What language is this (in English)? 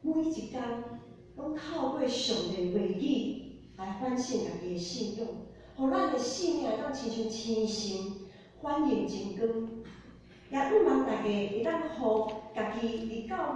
Min Nan Chinese